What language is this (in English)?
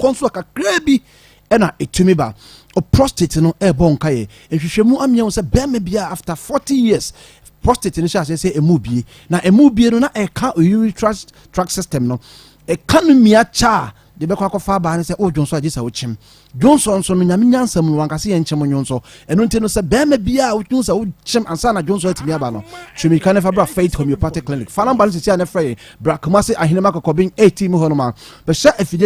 Akan